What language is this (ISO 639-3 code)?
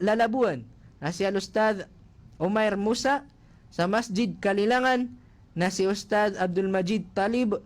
mrw